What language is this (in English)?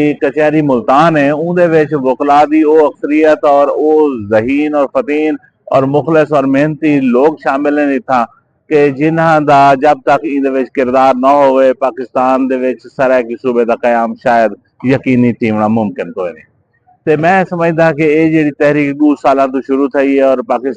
Saraiki